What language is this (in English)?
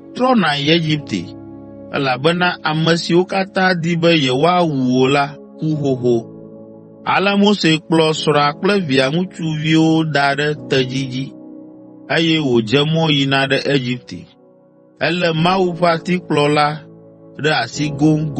Ewe